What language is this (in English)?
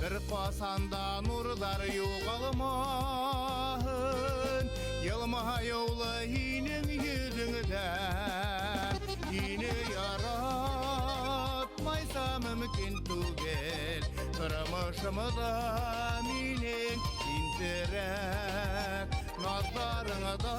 Bashkir